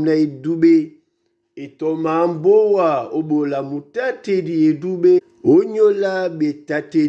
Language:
Duala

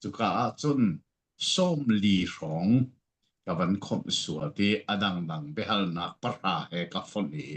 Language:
Falam Chin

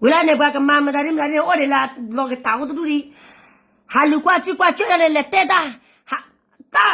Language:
S'gaw Karen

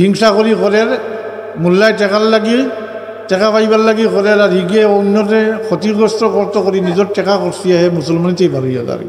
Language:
Sylheti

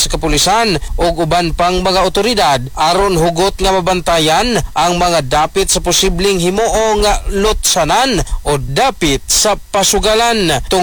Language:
Cebuano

